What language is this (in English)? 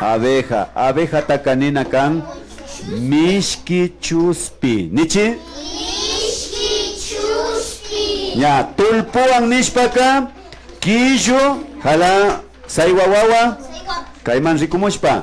Imbabura Highland Quichua